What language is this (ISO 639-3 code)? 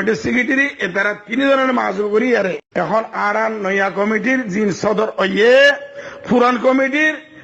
rhg